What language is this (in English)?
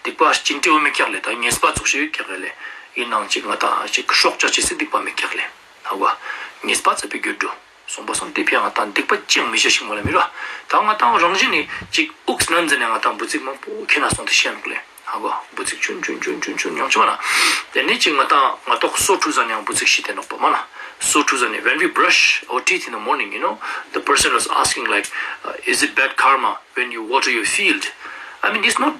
Ladakhi